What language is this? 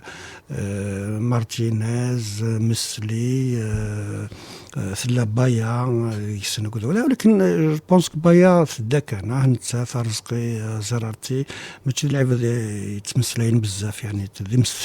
Kabyle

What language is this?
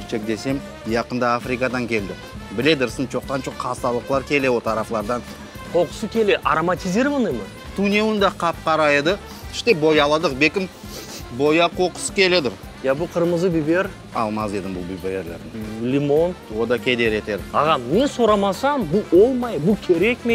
Crimean Tatar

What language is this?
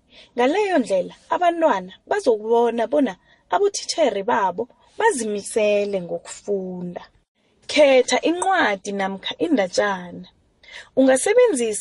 South Ndebele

